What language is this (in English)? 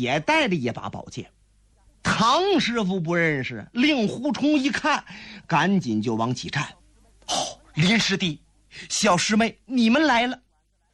Chinese